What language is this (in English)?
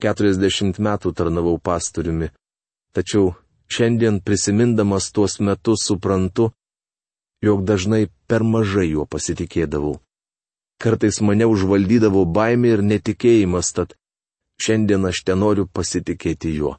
Lithuanian